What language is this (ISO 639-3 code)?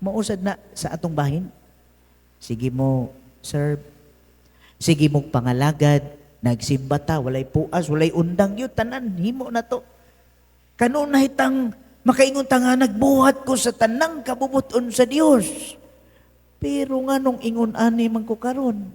ceb